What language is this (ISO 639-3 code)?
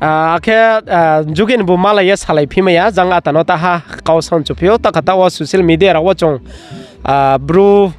ria